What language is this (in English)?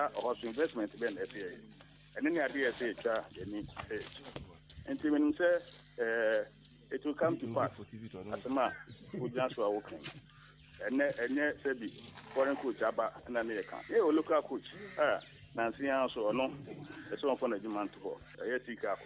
Akan